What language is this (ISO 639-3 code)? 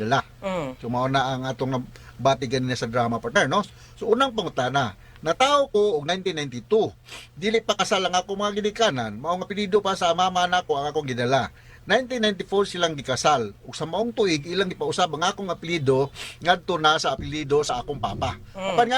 ceb